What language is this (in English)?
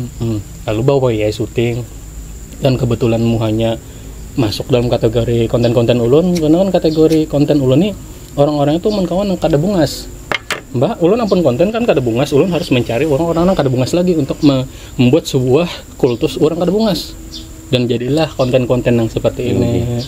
Banjar